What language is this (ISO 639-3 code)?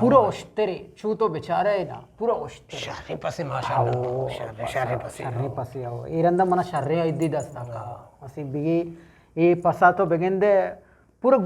bgp